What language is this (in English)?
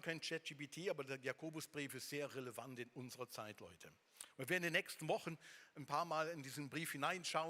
Swiss German